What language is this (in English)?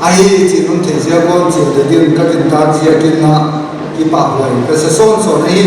Paite Chin